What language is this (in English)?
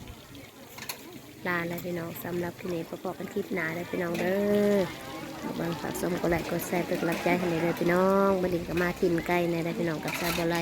Lao